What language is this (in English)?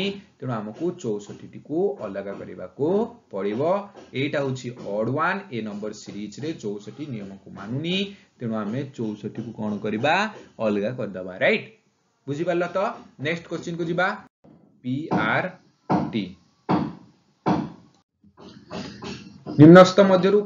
Odia